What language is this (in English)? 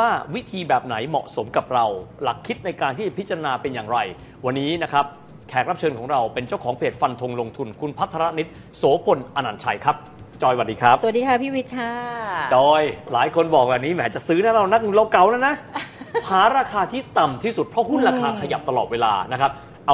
Thai